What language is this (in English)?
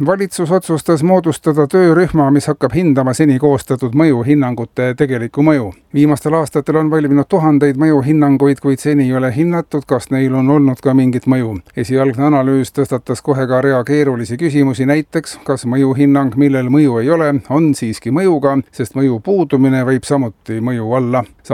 Estonian